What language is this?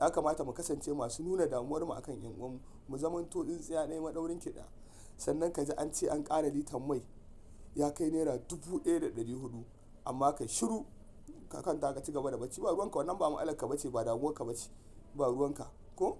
Hausa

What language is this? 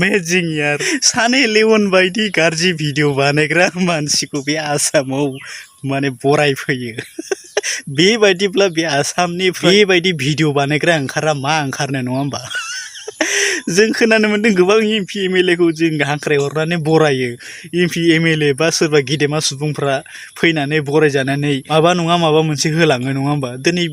Bodo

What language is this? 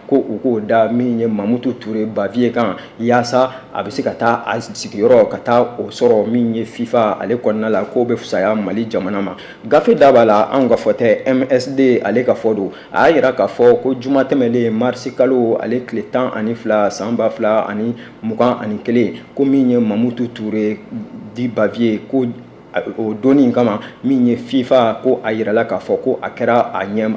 Bambara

